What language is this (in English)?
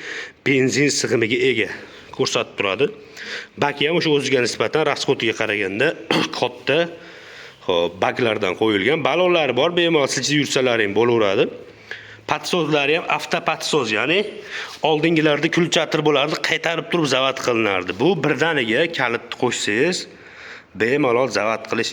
Uzbek